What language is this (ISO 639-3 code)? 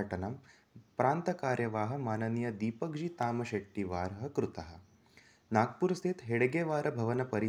san